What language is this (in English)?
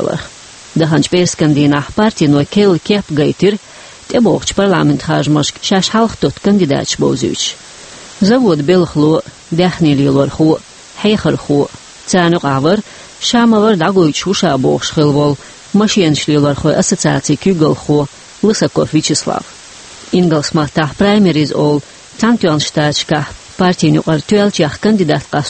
Chechen